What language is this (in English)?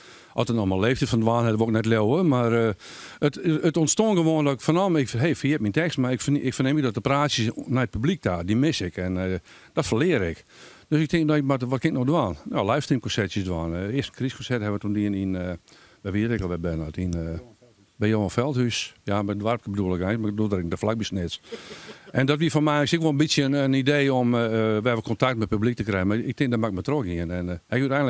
Western Frisian